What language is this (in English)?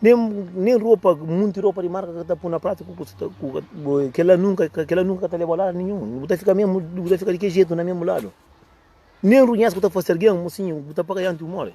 Kabuverdianu